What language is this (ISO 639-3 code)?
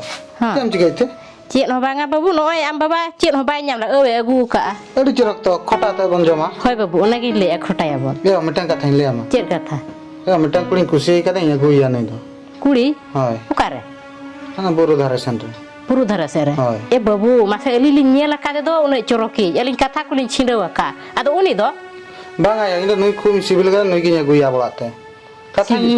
sat